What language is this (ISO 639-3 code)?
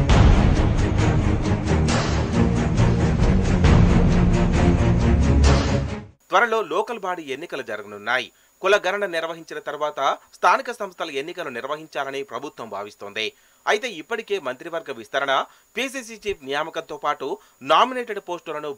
tel